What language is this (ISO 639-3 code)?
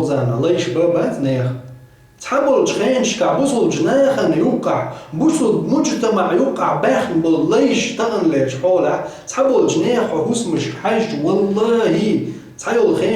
che